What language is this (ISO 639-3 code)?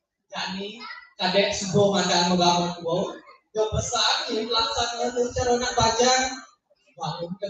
ban